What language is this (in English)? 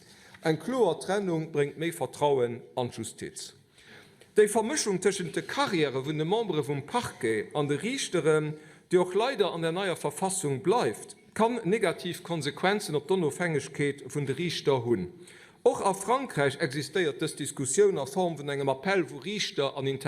Luxembourgish